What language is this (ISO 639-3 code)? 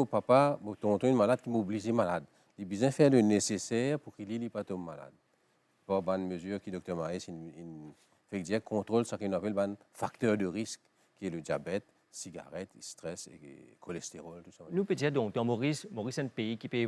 mfe